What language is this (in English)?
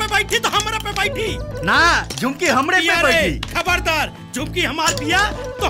Bhojpuri